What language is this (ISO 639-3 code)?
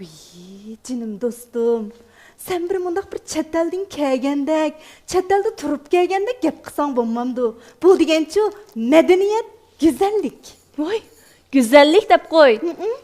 uig